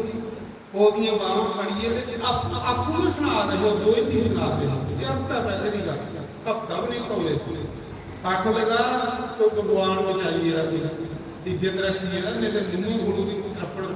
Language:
Dogri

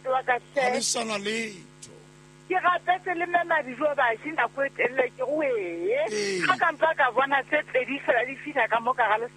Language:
Southern Sotho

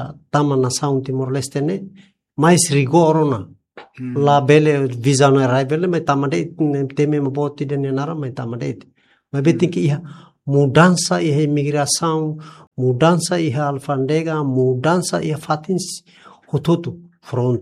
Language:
Tetum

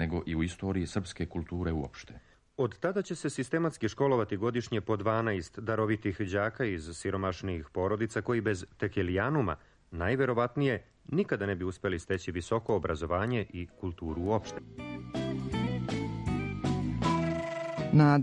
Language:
Serbian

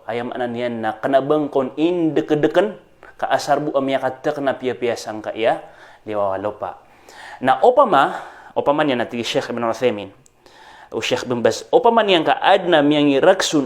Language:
Maranao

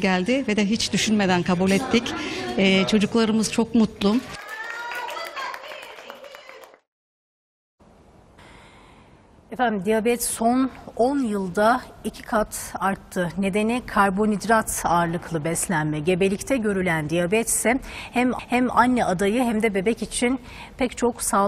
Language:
Turkish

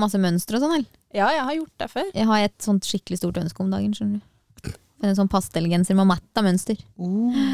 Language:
Norwegian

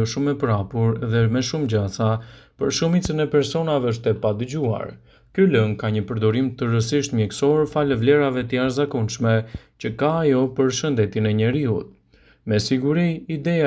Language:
Albanian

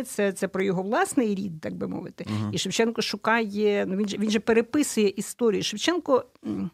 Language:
Ukrainian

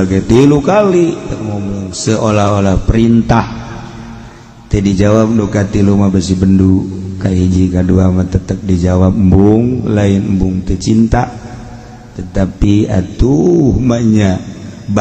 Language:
Sundanese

